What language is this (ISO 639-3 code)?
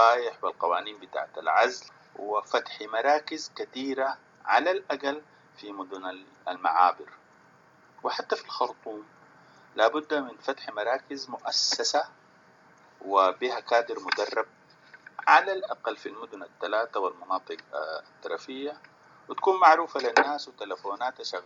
apd